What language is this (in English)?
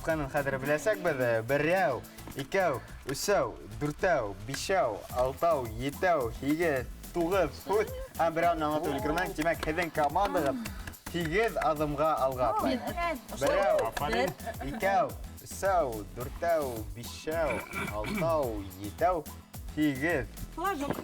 Bashkir